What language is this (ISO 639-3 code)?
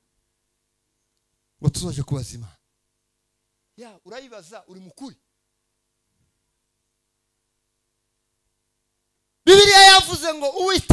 kin